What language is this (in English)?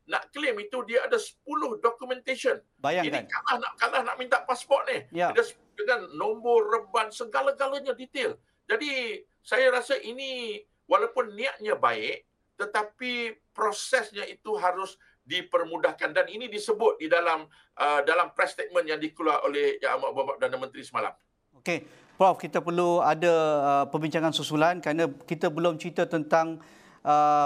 Malay